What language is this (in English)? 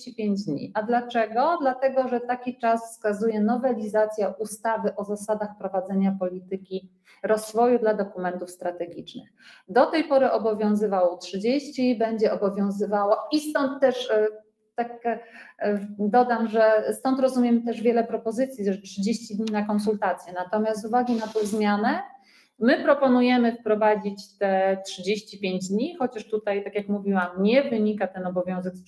Polish